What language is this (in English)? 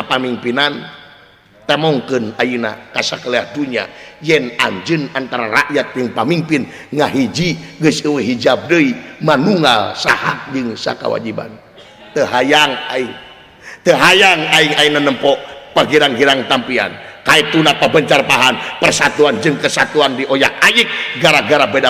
Sundanese